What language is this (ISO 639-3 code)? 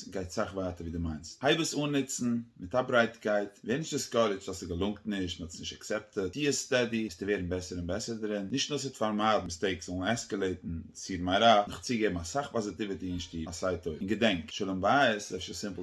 yid